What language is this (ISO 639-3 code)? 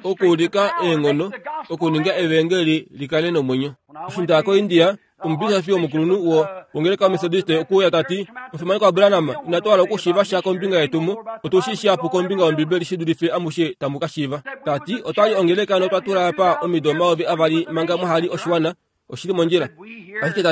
kua